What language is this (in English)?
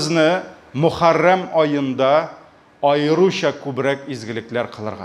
Tatar